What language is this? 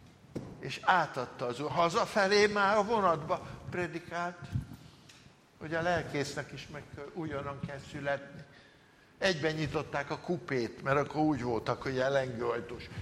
Hungarian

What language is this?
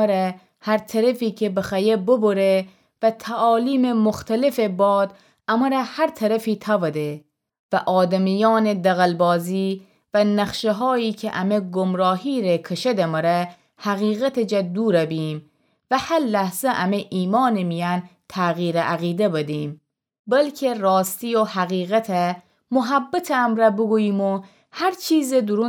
Gilaki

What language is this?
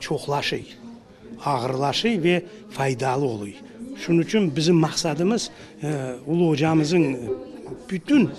Crimean Tatar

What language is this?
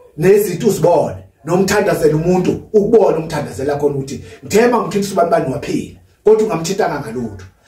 Zulu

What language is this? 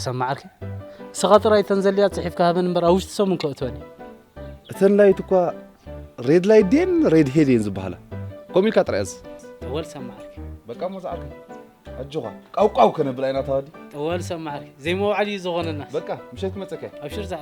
Tigrinya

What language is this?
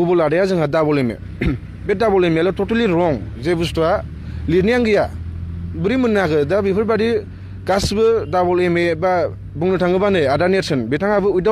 Bodo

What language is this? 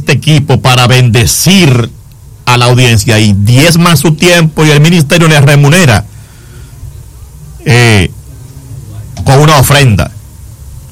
Spanish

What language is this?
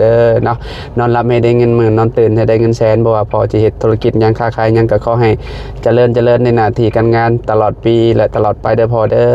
Lao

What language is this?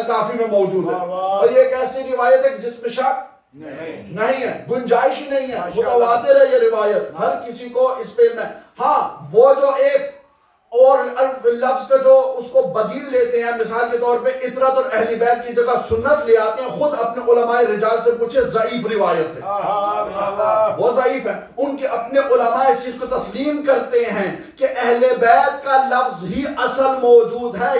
Urdu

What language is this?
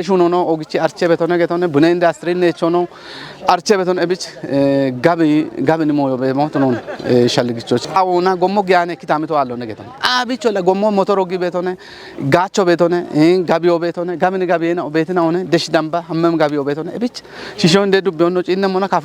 Kafa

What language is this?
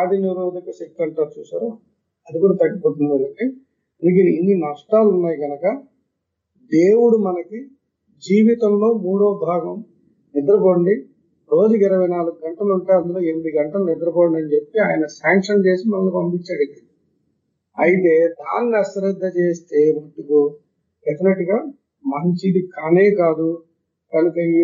Telugu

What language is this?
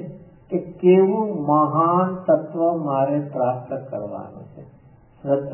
Gujarati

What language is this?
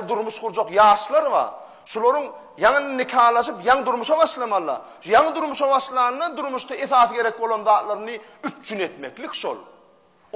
Turkmen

